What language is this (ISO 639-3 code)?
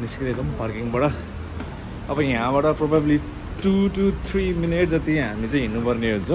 nep